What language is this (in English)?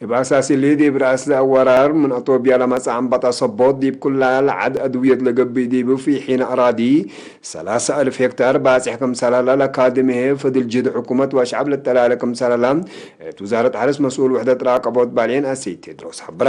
Tigre